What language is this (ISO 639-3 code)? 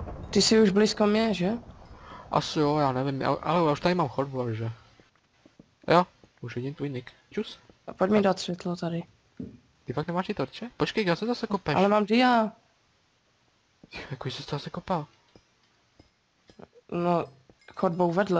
ces